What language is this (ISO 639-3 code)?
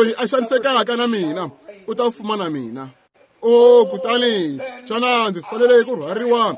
tso